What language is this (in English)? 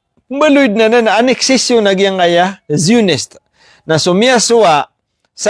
Maranao